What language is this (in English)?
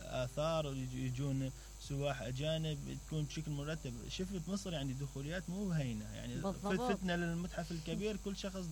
Mesopotamian Arabic